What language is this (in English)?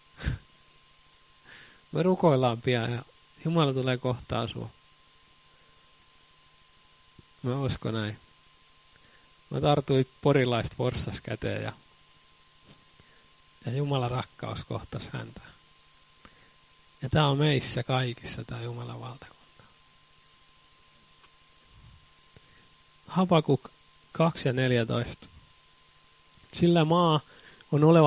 Finnish